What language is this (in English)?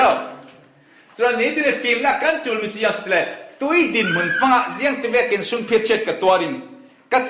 Falam Chin